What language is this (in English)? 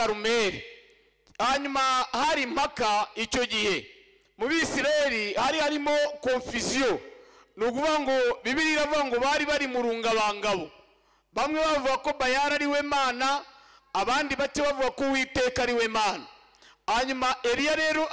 Kinyarwanda